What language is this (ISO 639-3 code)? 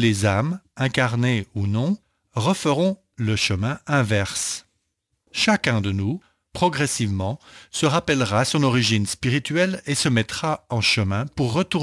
fra